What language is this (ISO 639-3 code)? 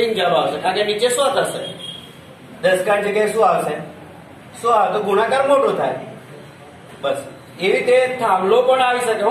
guj